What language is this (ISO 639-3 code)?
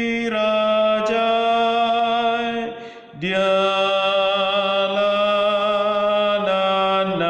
bbc